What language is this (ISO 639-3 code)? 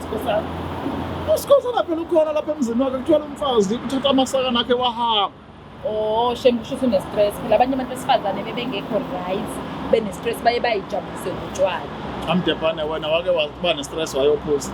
zul